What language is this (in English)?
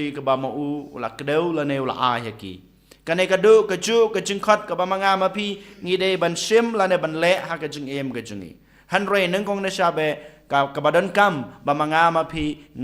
Khasi